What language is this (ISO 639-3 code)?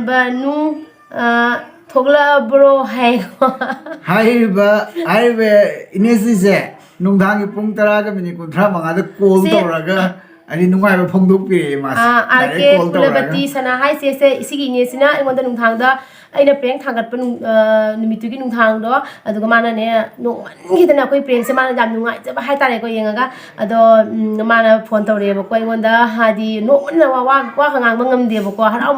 mni